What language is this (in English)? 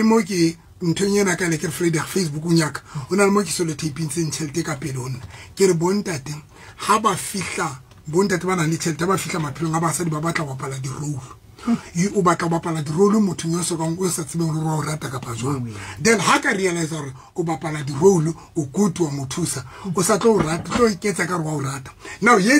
Southern Sotho